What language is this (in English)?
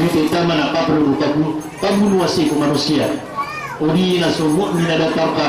Maranao